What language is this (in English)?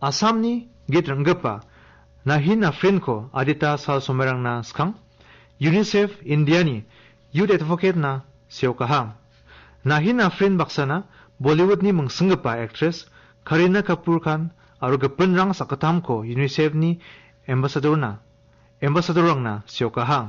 Garo